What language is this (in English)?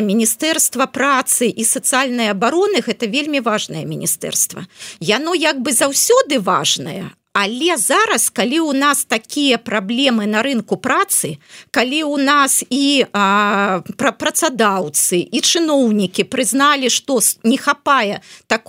Belarusian